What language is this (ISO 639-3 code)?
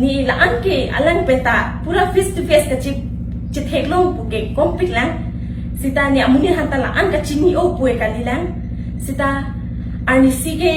mjw